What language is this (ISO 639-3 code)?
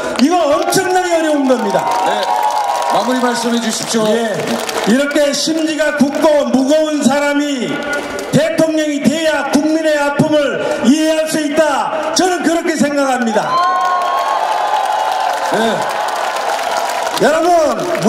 kor